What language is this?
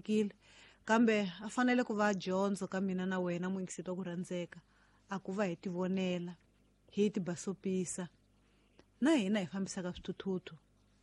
Tsonga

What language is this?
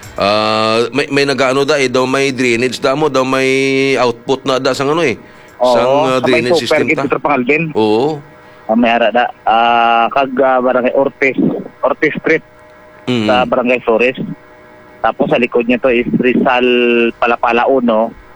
Hiligaynon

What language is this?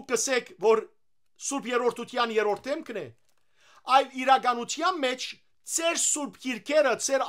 Western Armenian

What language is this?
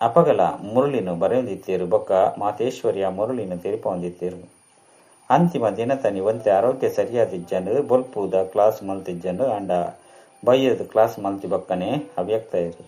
Tulu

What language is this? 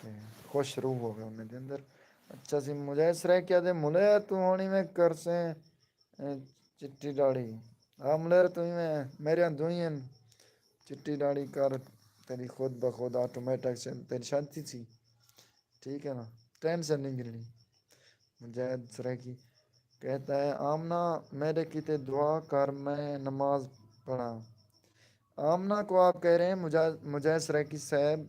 Saraiki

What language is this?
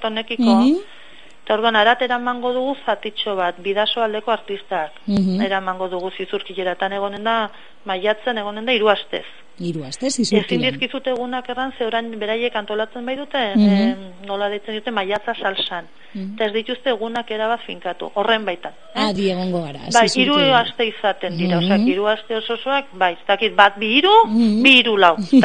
Basque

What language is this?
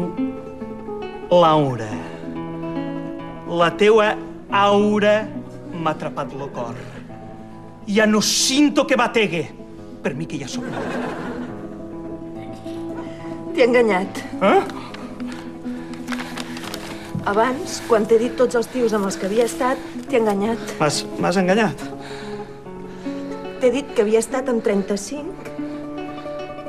Catalan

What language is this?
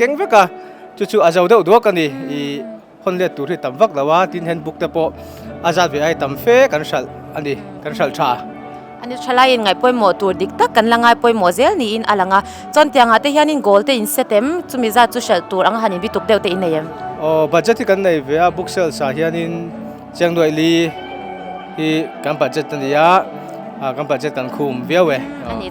Mizo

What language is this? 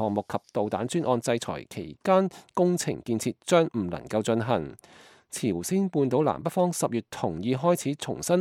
Cantonese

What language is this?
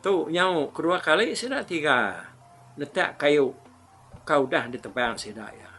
Iban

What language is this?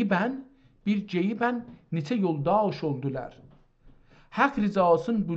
South Azerbaijani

